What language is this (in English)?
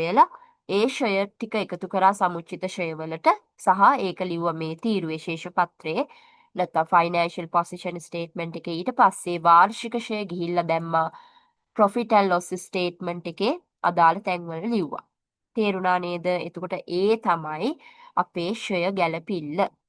Sinhala